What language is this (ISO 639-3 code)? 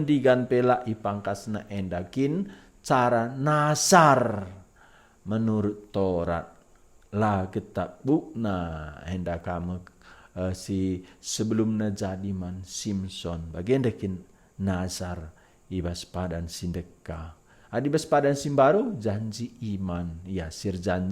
btx